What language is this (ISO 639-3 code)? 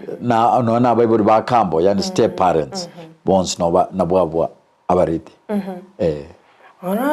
guz